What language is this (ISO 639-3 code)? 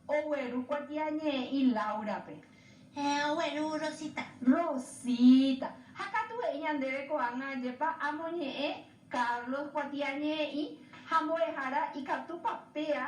grn